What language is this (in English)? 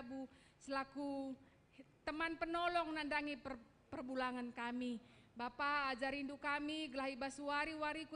Batak Karo